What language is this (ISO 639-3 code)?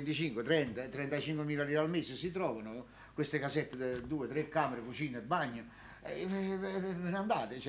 nap